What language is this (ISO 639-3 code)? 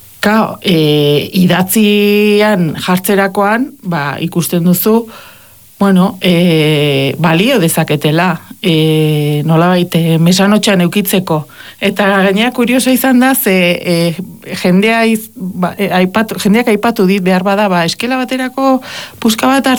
eus